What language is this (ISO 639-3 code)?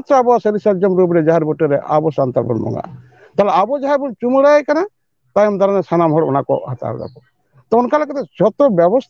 sat